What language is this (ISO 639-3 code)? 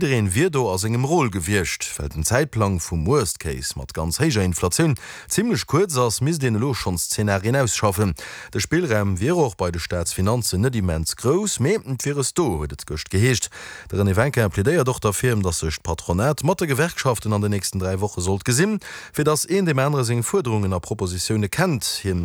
ltz